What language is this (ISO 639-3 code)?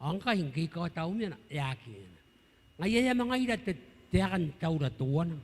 gil